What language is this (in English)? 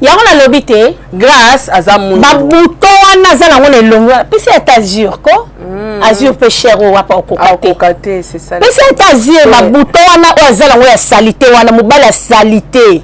Lingala